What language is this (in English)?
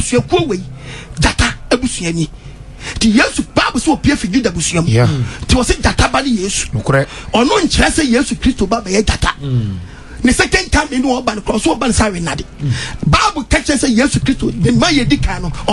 Akan